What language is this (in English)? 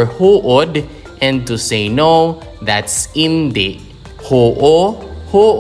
Hiligaynon